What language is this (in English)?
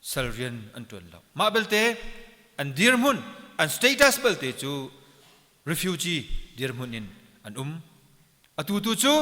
Hakha Chin